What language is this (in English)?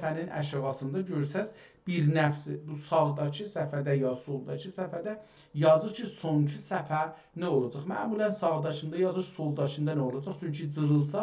South Azerbaijani